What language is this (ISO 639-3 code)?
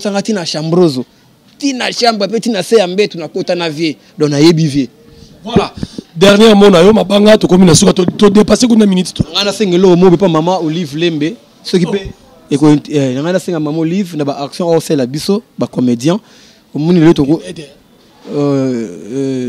lin